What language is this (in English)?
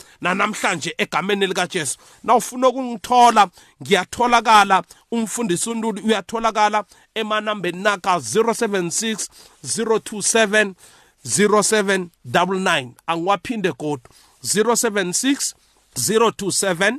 South Ndebele